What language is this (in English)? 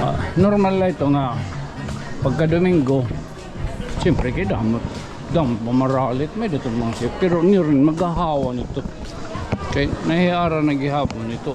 Waray